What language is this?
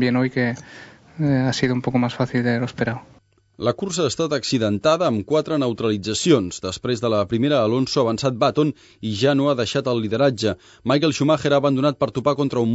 Catalan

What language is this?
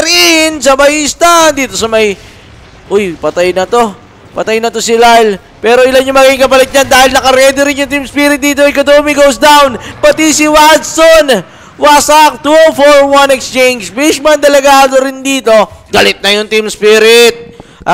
Filipino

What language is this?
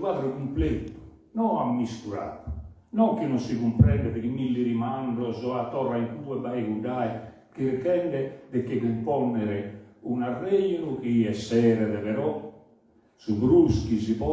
Sardinian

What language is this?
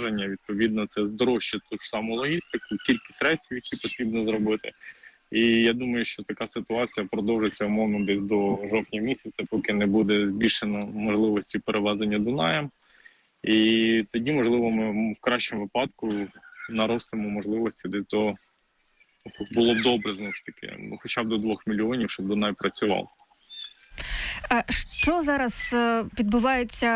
Ukrainian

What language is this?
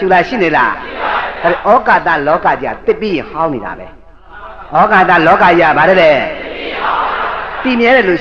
Burmese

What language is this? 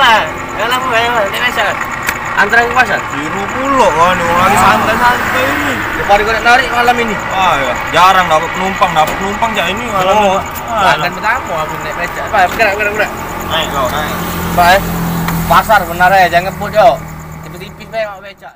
Musi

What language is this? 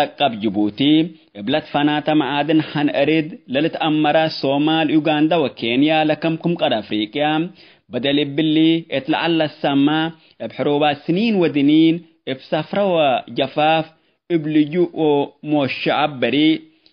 Tigre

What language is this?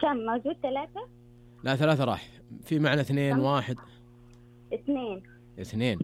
Najdi Arabic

